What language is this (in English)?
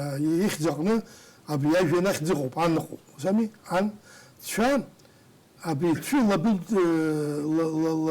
Abkhazian